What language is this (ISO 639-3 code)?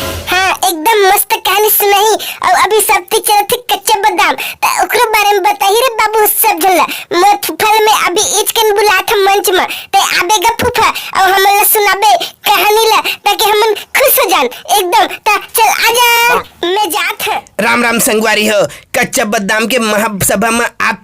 hne